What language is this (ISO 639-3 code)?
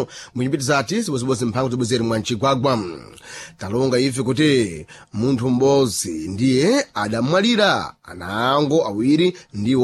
seh